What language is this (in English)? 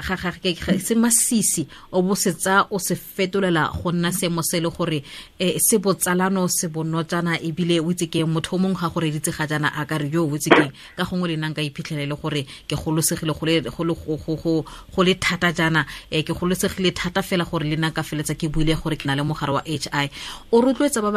Tswana